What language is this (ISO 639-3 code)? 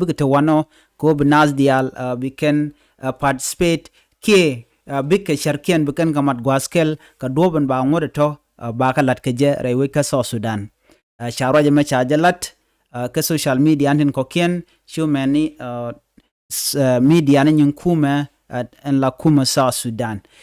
nus